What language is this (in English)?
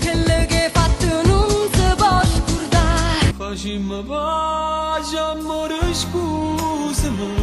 Neapolitan